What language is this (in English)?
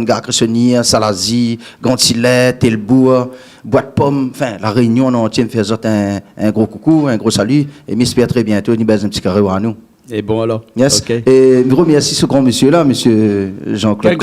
Réunion Creole French